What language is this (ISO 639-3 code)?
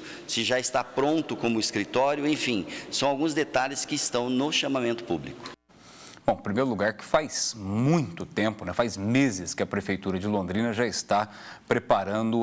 por